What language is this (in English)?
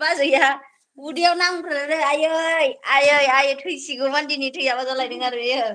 Bodo